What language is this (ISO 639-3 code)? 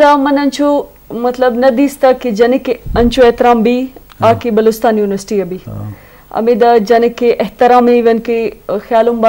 bgp